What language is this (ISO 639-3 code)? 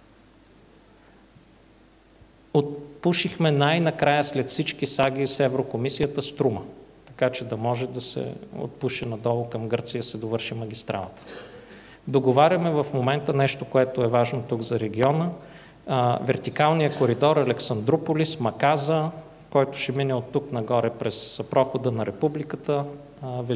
bul